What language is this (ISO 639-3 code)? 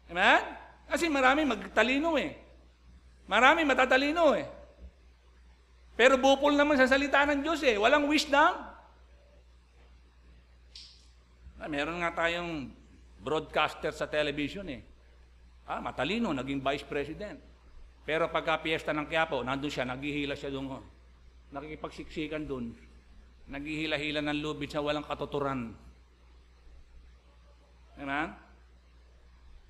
fil